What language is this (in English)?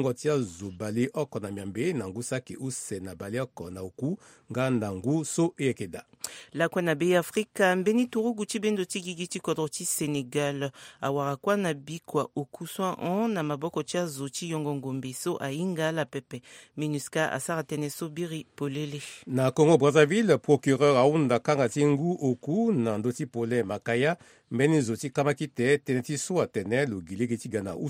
Sango